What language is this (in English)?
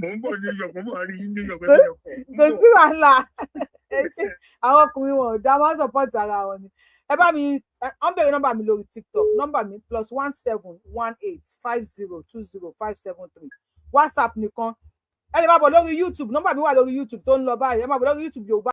Yoruba